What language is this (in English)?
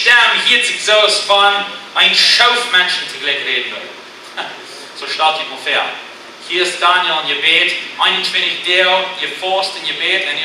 Plautdietsch